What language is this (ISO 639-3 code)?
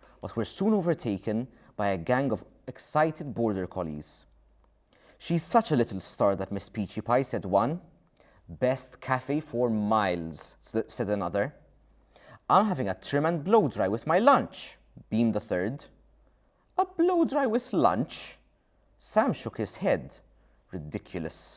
eng